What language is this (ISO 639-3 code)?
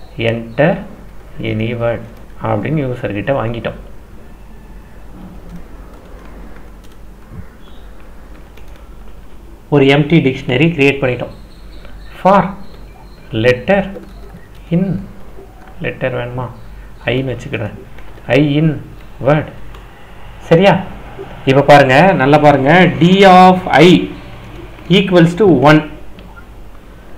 tam